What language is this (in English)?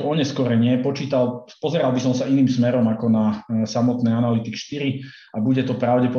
Slovak